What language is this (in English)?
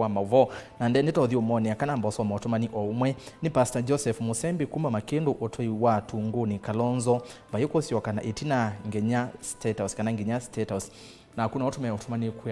Kamba